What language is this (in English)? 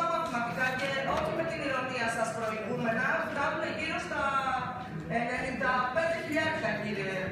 Greek